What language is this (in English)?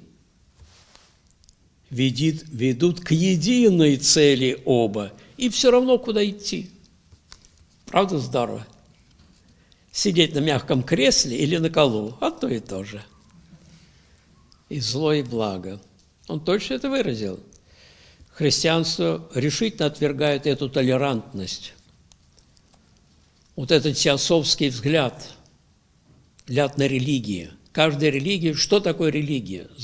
Russian